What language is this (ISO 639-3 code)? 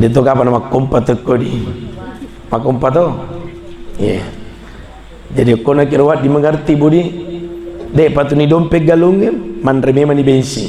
bug